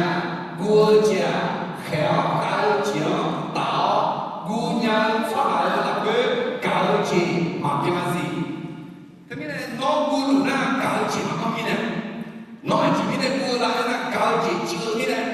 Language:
Akha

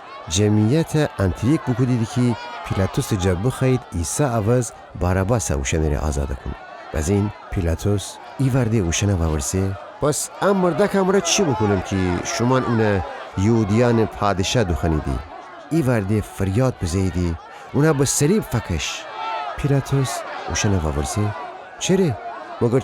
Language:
Gilaki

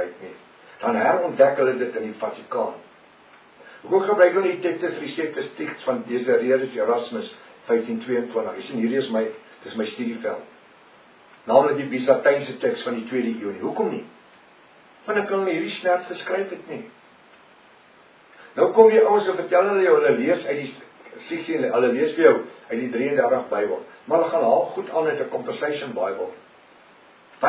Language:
Afrikaans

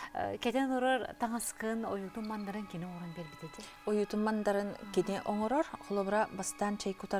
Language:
Yakut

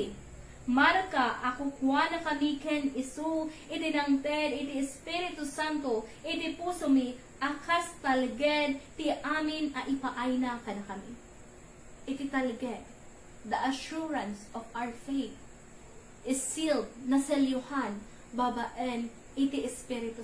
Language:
Iloko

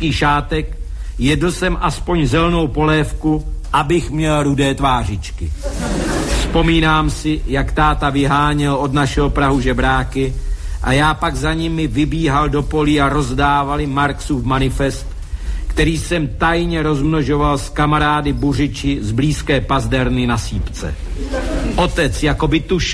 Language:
Czech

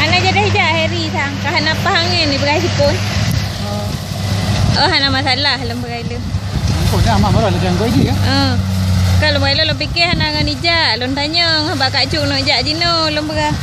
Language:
Achinese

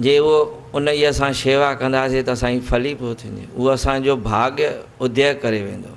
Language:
Sindhi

